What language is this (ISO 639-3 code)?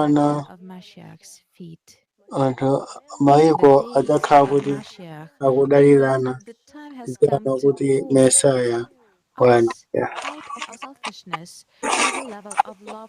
nya